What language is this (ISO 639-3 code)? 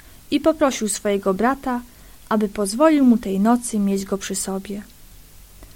pol